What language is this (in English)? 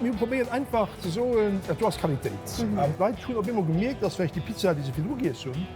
Luxembourgish